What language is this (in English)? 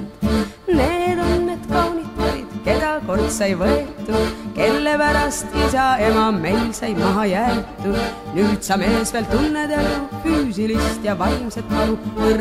Estonian